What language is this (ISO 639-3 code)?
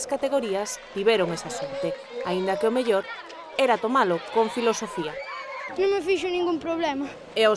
glg